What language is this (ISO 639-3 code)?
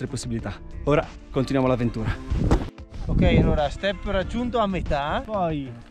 ita